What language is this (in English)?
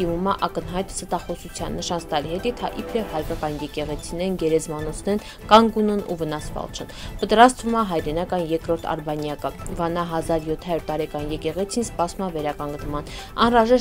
Armenian